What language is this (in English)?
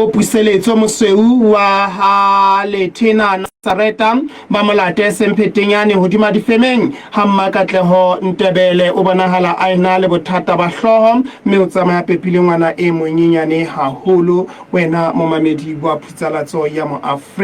Southern Sotho